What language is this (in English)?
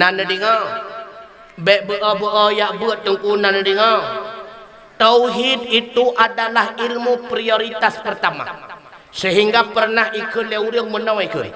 Achinese